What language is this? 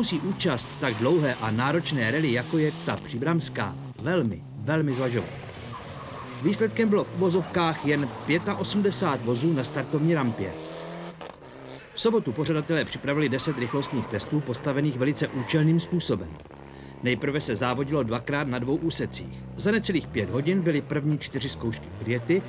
Czech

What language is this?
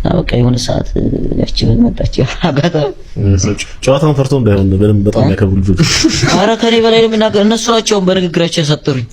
Amharic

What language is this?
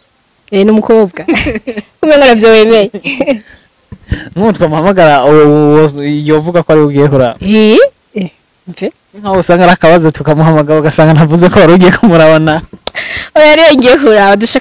Rundi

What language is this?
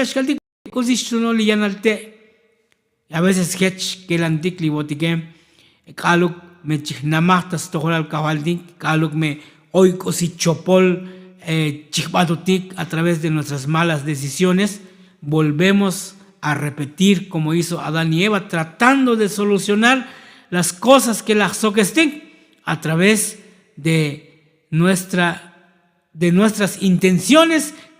Tzotzil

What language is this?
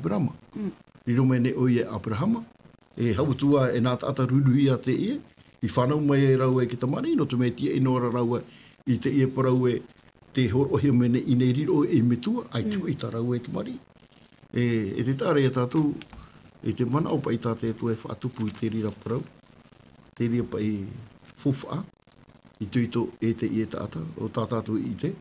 Tahitian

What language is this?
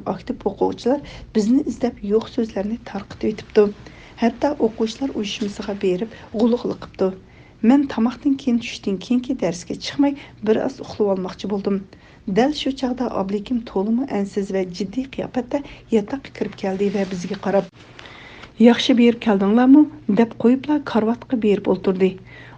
Uyghur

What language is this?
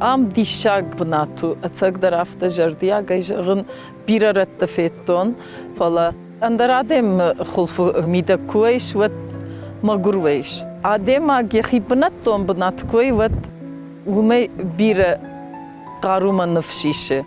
Ossetic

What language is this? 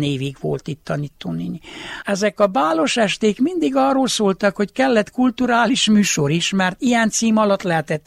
Hungarian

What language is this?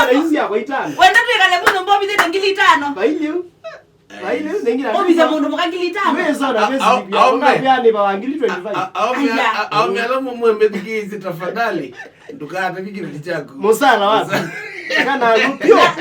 Kamba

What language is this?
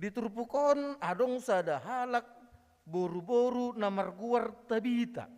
Batak Toba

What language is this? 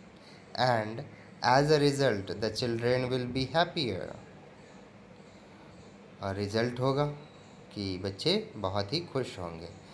Hindi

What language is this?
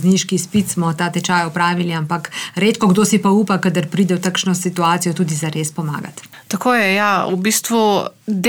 Slovenian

